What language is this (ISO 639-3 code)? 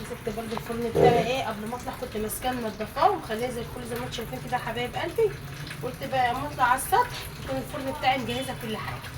arz